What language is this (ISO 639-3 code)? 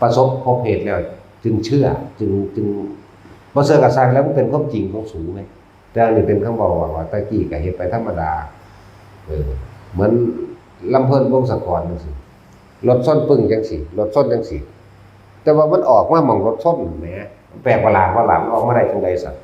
tts